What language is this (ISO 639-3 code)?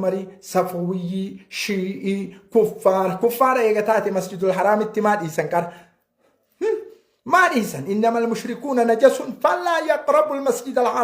orm